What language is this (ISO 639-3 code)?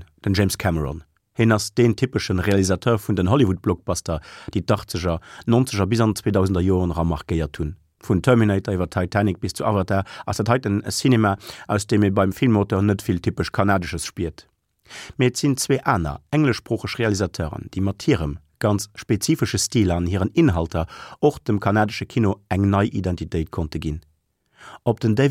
ltz